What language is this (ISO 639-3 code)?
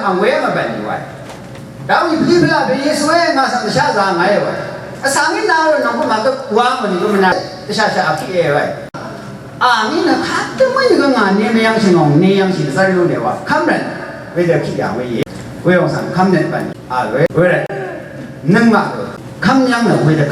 raw